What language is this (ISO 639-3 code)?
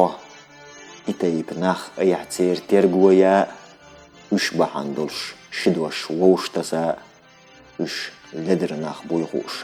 che